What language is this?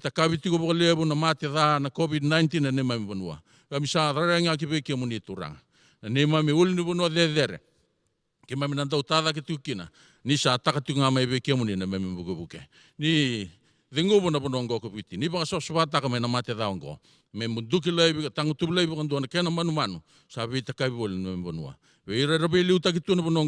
Fijian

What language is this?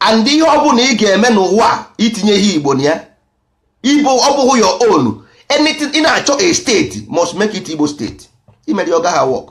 Igbo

